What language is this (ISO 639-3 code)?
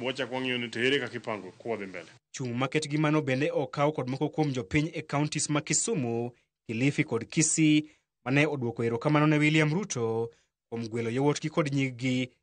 luo